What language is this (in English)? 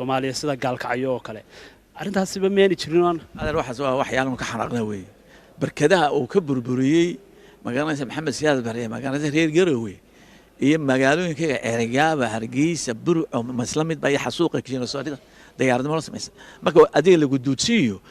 Somali